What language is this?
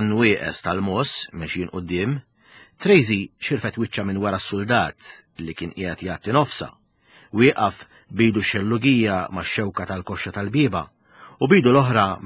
Maltese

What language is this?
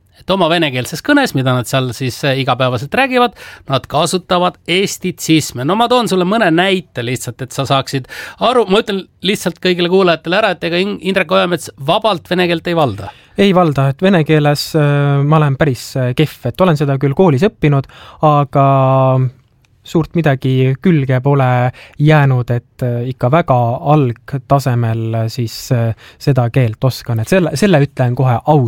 Estonian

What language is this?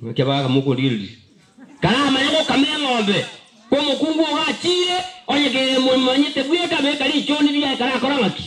Gusii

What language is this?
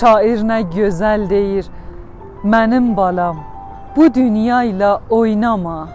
South Azerbaijani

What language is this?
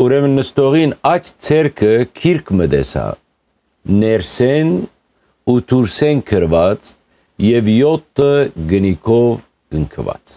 Western Armenian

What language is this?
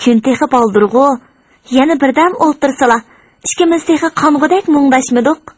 Uyghur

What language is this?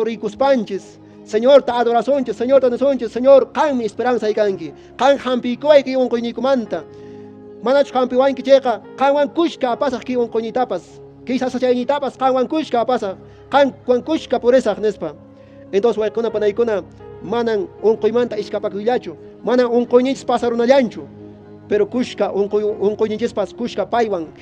Quechua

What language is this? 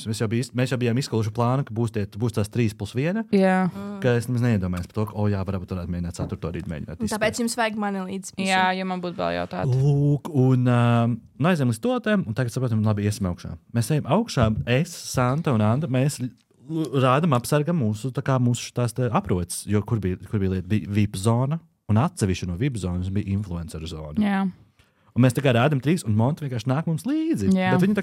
Latvian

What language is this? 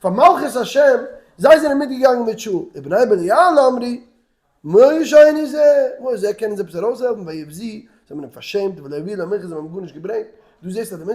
Yiddish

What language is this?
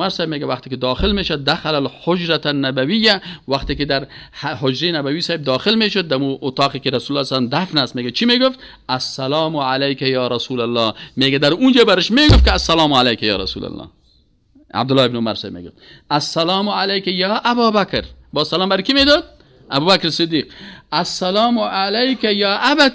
Persian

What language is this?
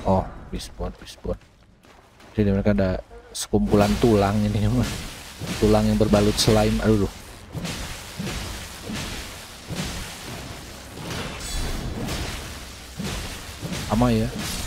Indonesian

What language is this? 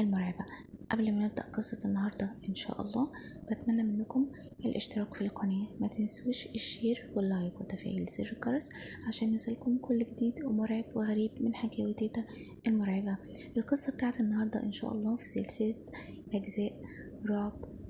Egyptian Arabic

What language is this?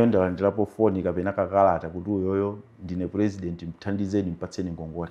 Nyanja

